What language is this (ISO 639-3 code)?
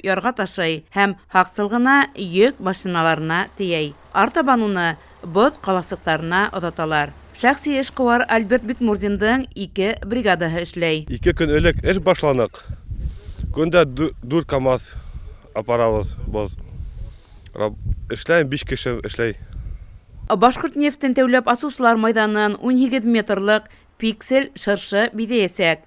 bak